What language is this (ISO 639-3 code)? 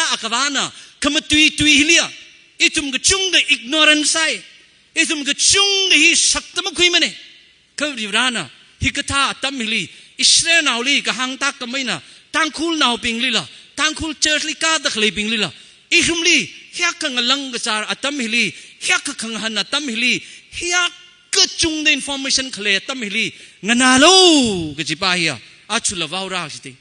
nmf